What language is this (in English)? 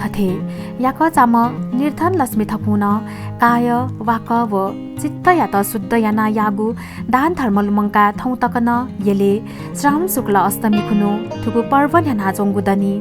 Newari